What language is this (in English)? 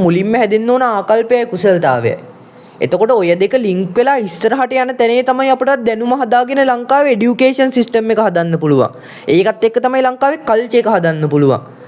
Sinhala